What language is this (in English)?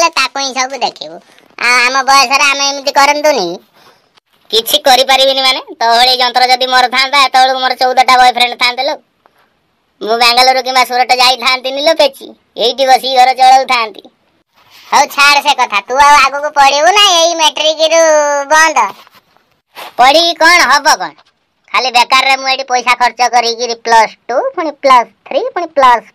Odia